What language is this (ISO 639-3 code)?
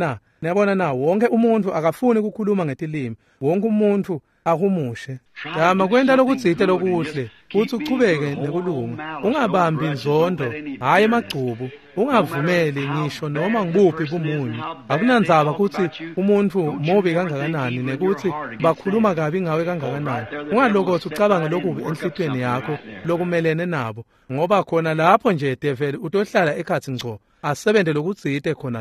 ssw